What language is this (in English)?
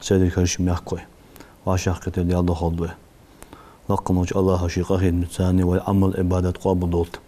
Ingush